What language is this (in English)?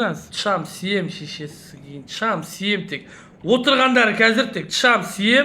Kazakh